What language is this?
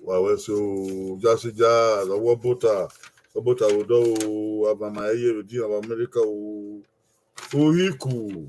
Bini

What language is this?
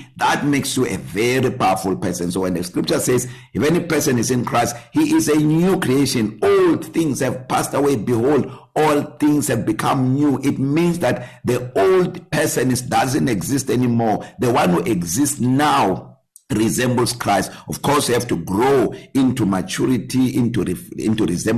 English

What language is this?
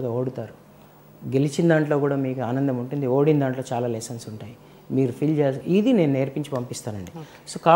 Telugu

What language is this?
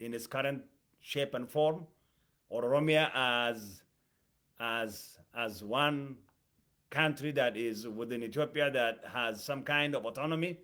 English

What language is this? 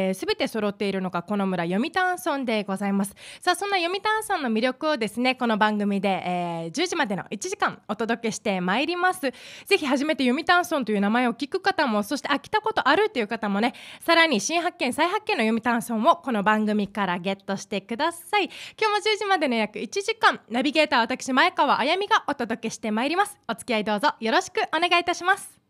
Japanese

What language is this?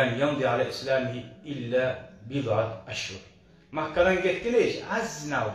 Kumyk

